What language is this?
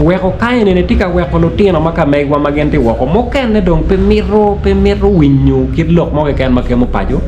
Acoli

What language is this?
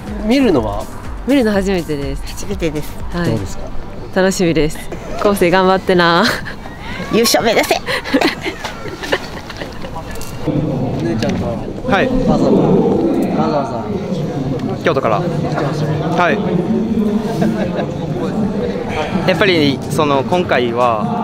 Japanese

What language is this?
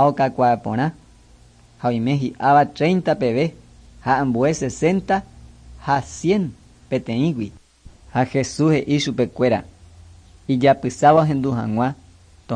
Guarani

